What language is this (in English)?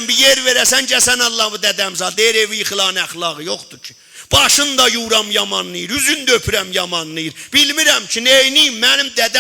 South Azerbaijani